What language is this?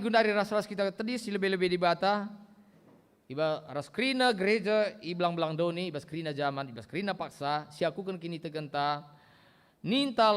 Batak Karo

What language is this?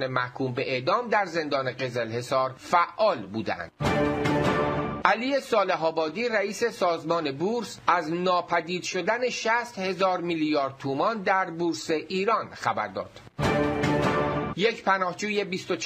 Persian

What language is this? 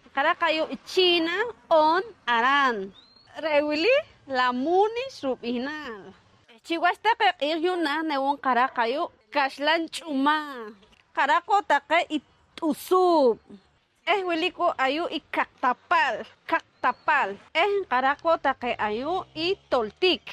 Poqomchi'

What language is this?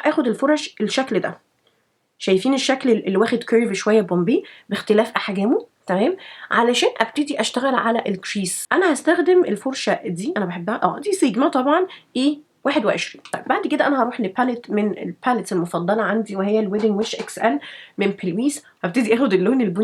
Egyptian Arabic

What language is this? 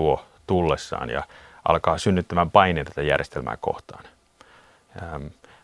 Finnish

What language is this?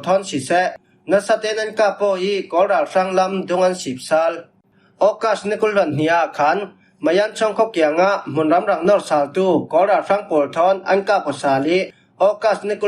Falam Chin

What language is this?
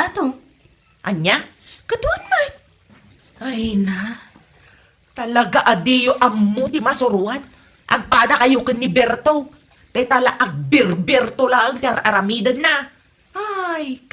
Iloko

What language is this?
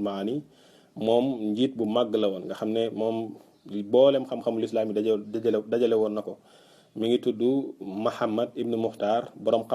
Wolof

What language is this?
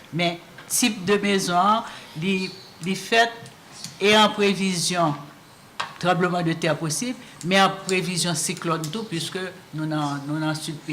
Haitian Creole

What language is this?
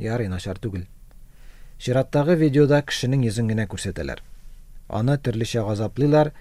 Tatar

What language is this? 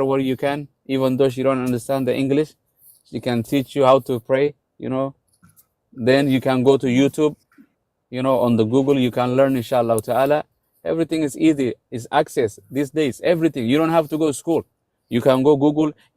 English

